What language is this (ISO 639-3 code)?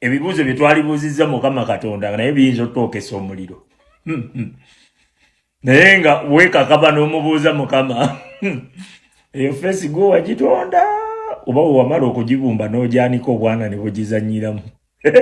lug